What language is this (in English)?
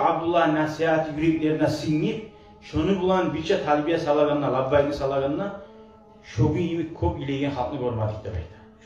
Kumyk